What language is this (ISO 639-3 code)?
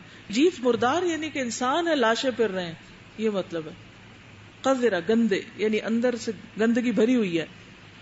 urd